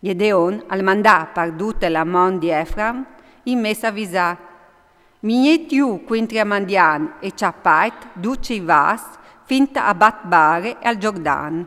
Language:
Friulian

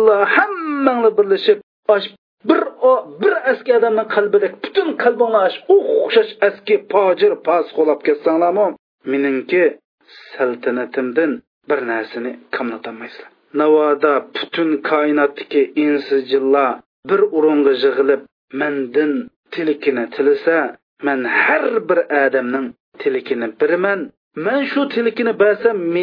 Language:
Uyghur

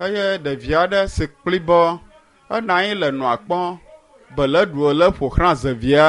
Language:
Ewe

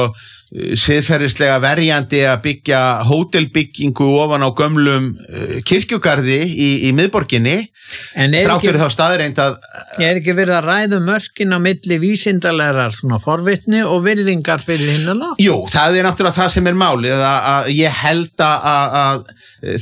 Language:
Icelandic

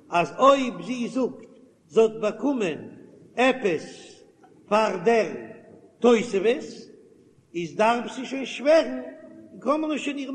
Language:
Yiddish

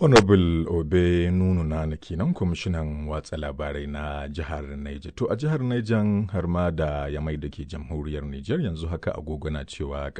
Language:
Hausa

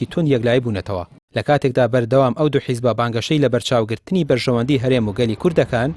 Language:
Central Kurdish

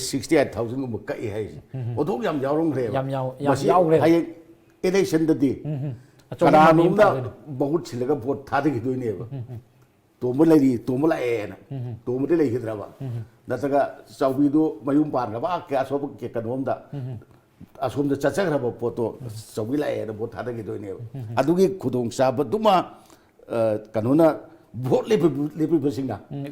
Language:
Manipuri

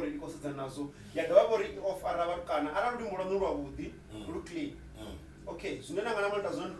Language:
Venda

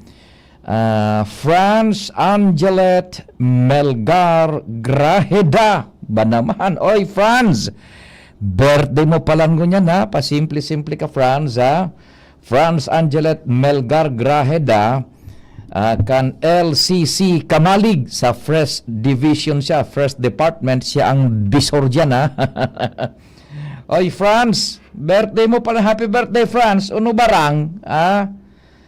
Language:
Bikol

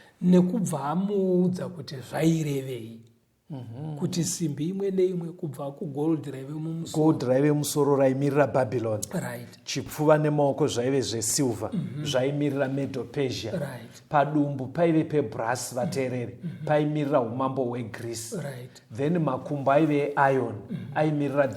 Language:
Shona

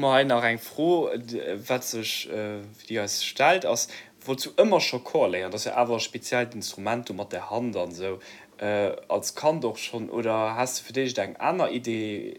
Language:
Luxembourgish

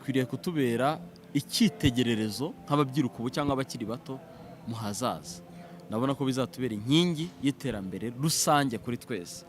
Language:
Kinyarwanda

